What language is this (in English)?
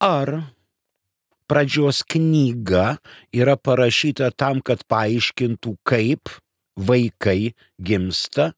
Lithuanian